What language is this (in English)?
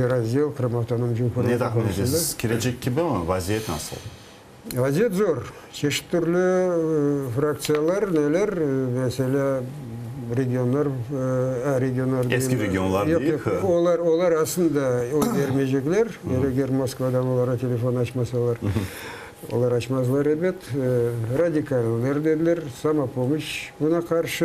Crimean Tatar